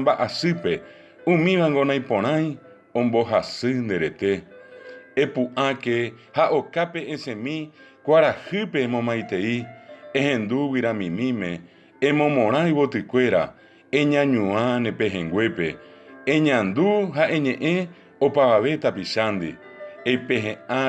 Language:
Guarani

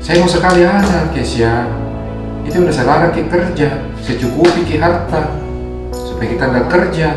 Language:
Makassar Malay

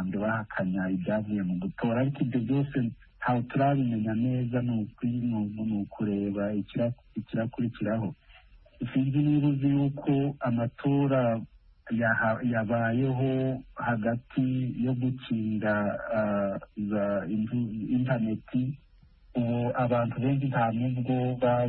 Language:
Kinyarwanda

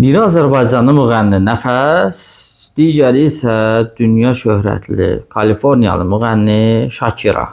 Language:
Azerbaijani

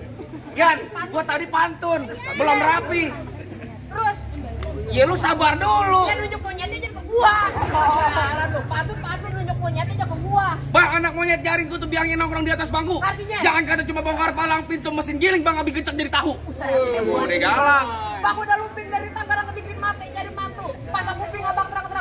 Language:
Betawi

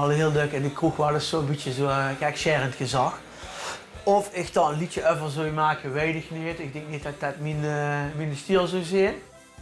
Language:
Limburgish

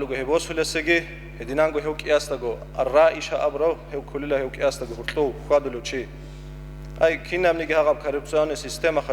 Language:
Avaric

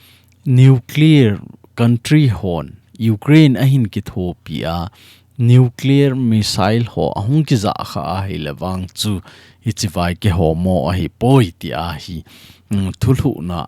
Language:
Thado Chin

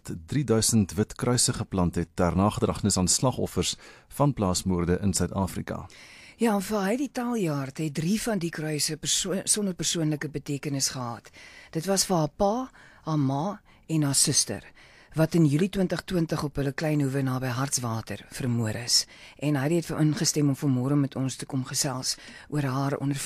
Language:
Afrikaans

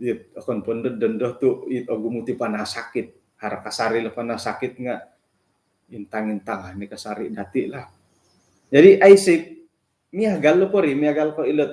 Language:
Central Dusun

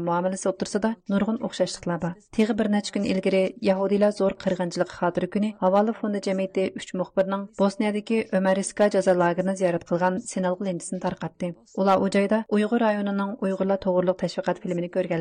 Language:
Uyghur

